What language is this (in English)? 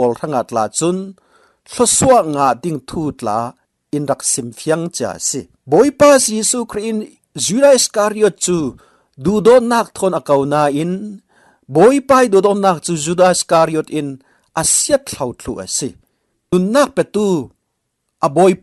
Falam Chin